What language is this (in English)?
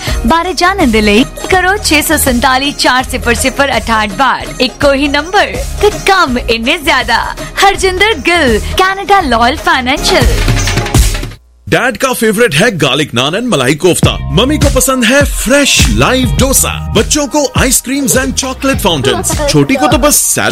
Punjabi